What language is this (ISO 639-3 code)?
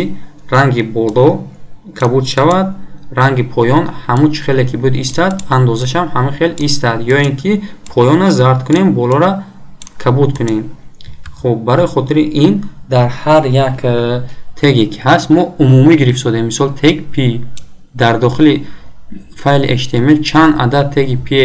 tgk